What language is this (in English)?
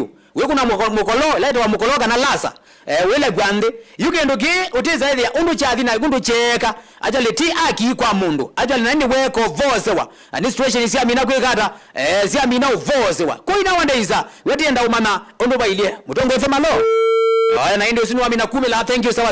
Kamba